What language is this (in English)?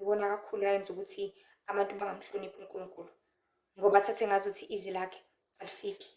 Zulu